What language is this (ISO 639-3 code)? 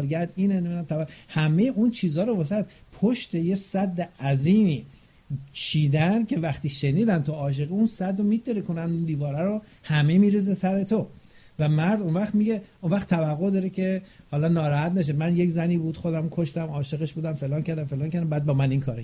fas